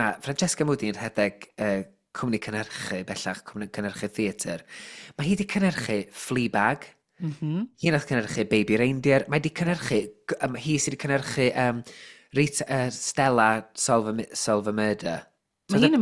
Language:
Welsh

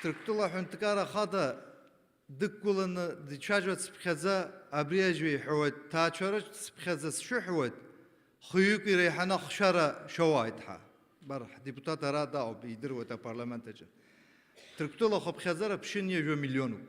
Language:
Abkhazian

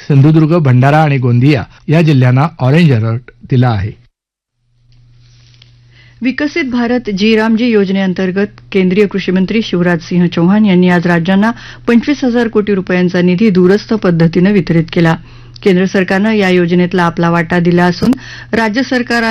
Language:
Marathi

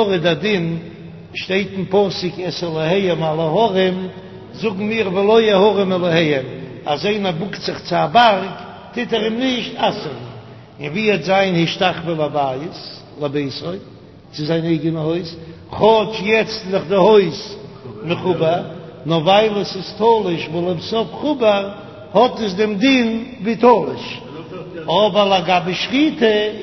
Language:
Yiddish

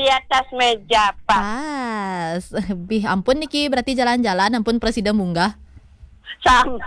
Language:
Balinese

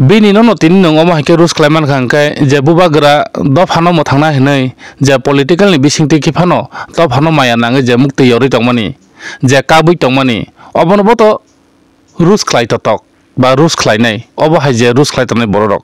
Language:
Kok Borok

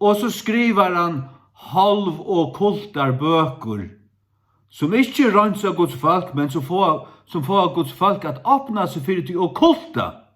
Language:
Faroese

